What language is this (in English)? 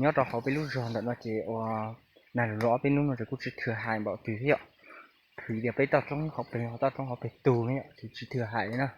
Hmong